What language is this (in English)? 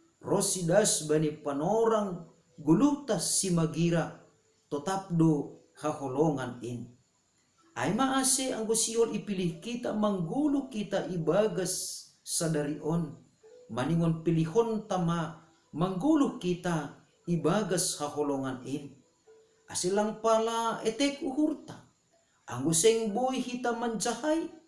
Batak Simalungun